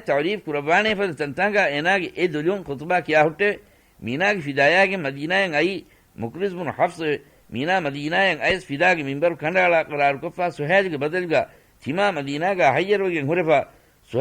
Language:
Divehi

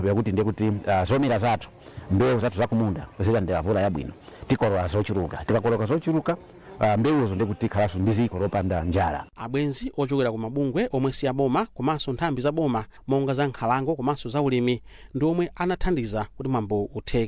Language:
Nyanja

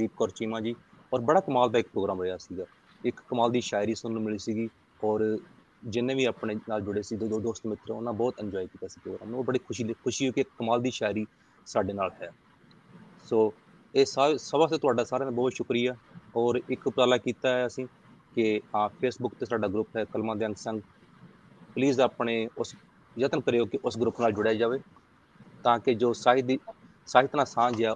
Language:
Punjabi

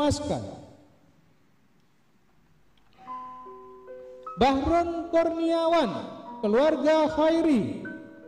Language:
Indonesian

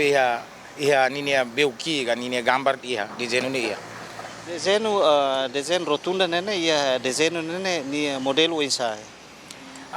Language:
Tetum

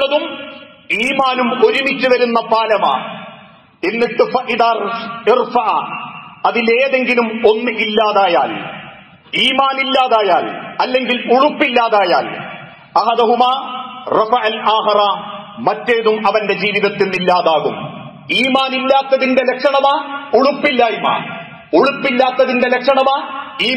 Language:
Malayalam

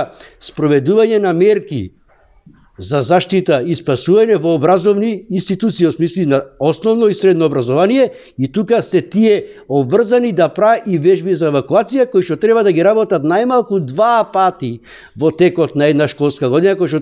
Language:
Macedonian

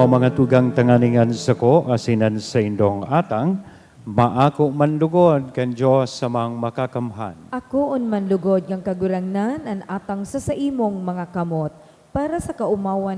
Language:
Bikol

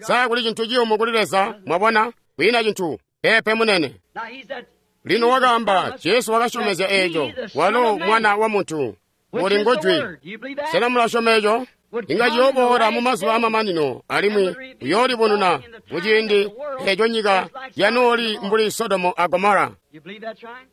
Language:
Tonga (Zambia)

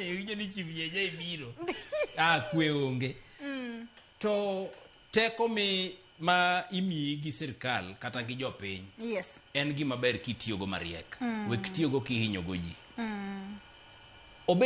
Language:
Luo (Kenya and Tanzania)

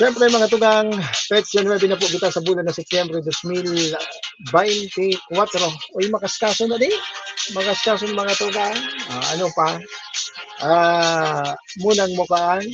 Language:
Bikol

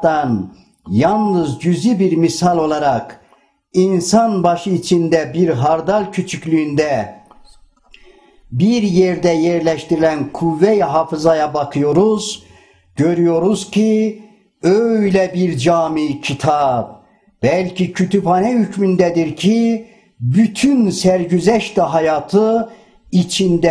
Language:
Turkish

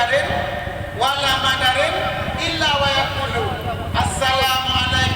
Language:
Achinese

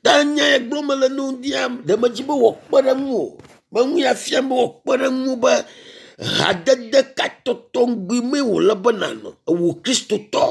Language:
Ewe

